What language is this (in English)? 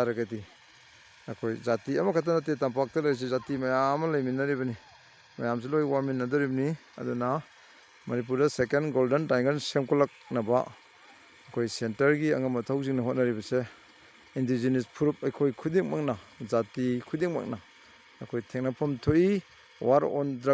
Manipuri